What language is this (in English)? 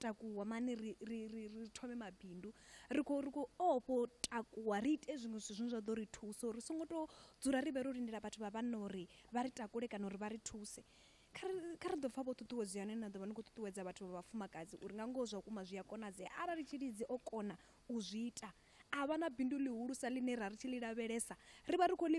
Venda